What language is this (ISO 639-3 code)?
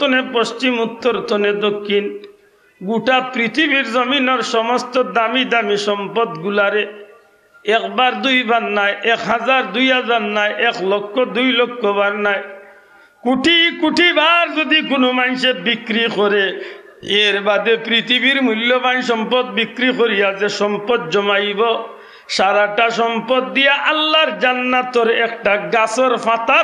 syl